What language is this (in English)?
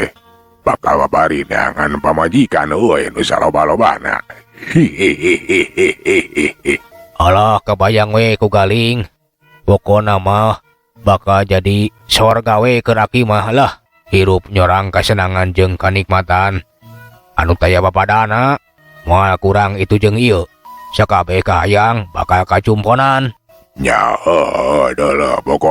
Sundanese